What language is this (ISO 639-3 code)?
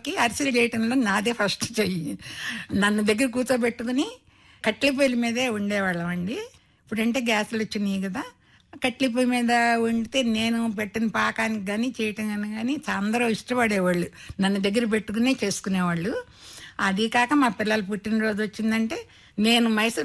tel